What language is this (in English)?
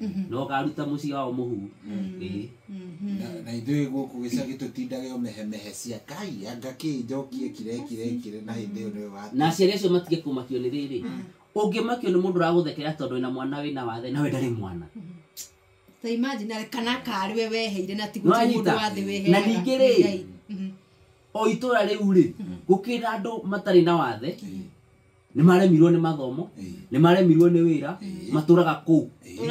Kikuyu